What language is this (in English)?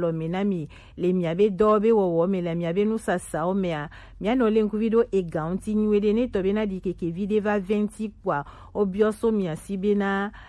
Gen